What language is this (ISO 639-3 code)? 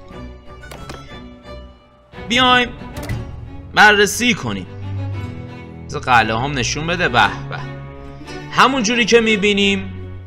fas